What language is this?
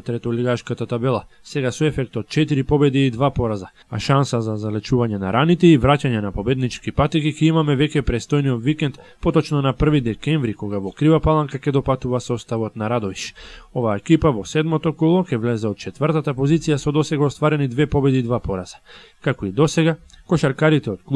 Macedonian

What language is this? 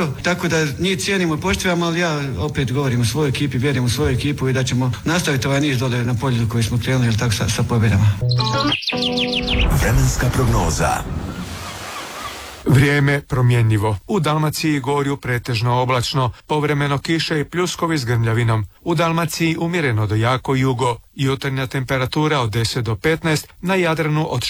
Croatian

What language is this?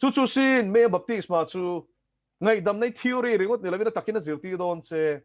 Mizo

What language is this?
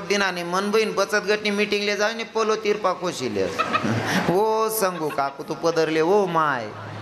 Marathi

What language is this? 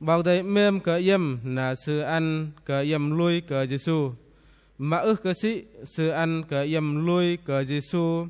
Bahnar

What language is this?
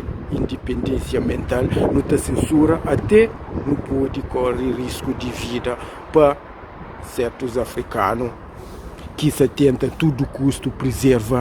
Kabuverdianu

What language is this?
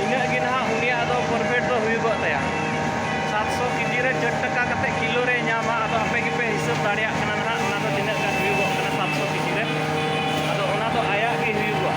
Santali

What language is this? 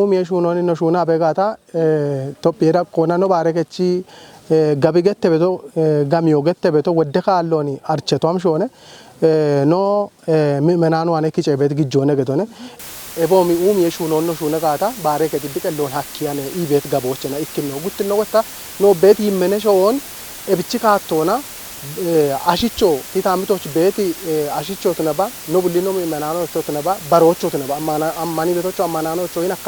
Kafa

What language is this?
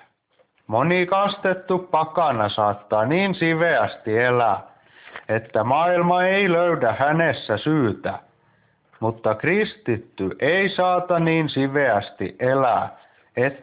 Finnish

